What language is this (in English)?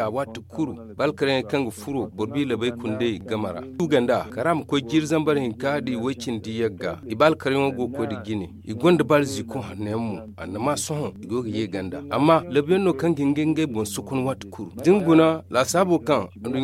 Zarma